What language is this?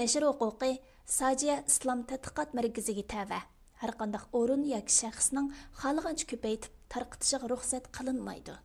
Uyghur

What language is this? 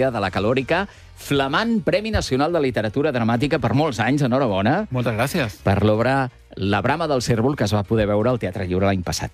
Catalan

